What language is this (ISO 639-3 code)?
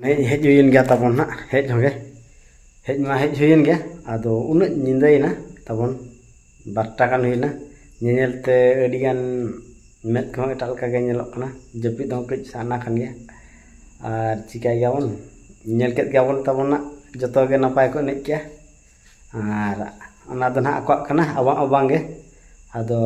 sat